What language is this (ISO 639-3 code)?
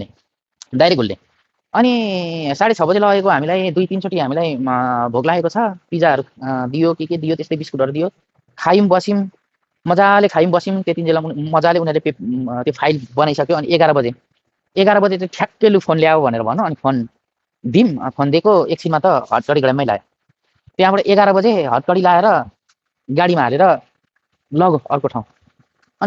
nep